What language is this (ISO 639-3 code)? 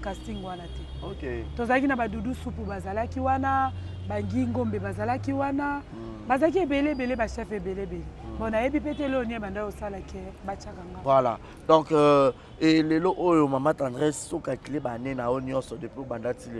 lin